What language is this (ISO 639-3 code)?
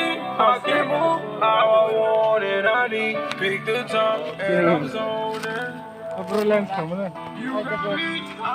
trp